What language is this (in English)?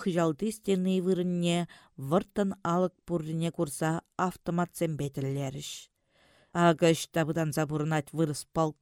Chuvash